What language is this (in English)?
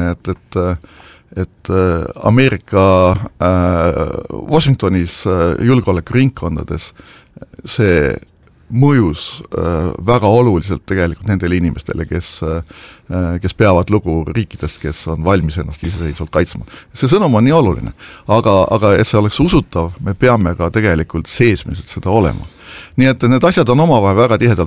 Estonian